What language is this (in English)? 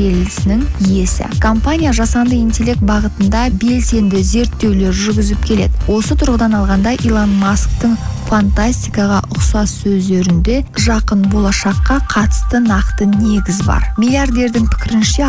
Kazakh